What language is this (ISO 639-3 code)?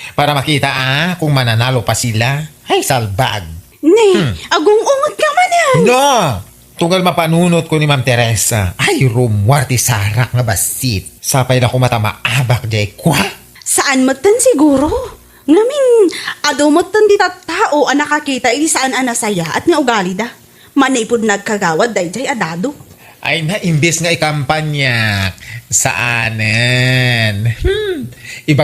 ilo